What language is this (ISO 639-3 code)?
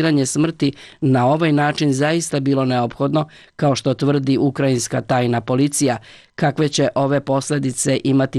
bos